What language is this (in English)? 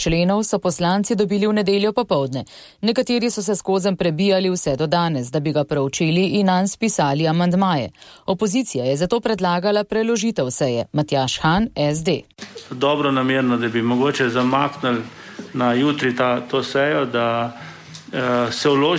Slovenian